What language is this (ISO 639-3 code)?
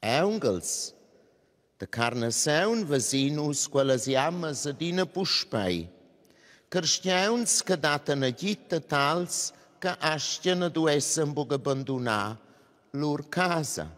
roh